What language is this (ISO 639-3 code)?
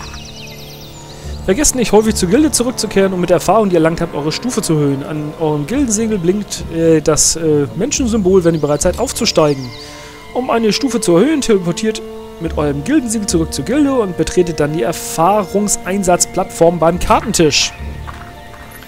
deu